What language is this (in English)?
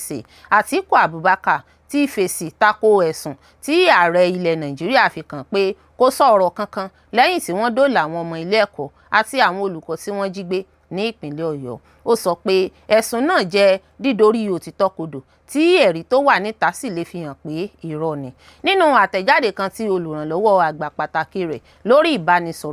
Yoruba